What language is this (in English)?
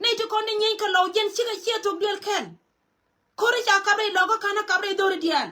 Nuer